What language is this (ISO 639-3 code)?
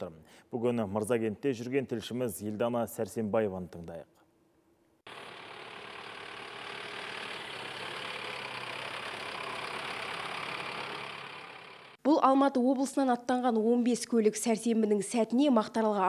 kaz